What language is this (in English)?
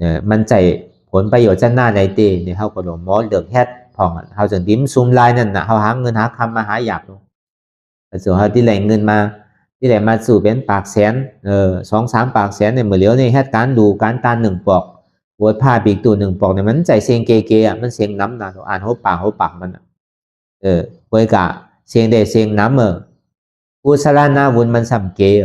Shan